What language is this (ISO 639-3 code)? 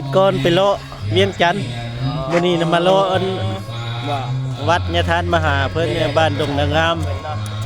lao